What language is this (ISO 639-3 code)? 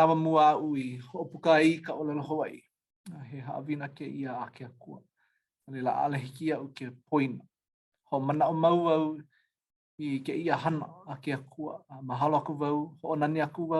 haw